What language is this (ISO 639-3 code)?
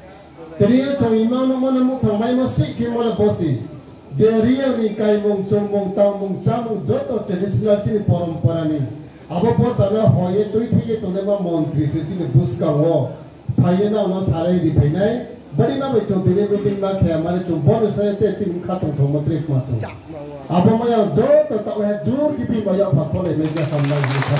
ria